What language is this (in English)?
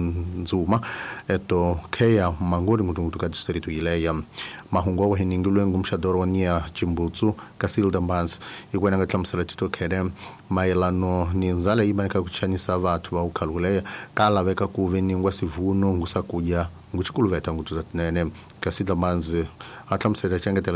Tsonga